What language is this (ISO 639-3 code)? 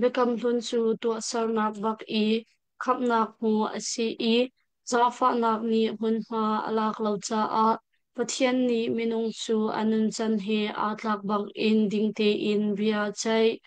cnh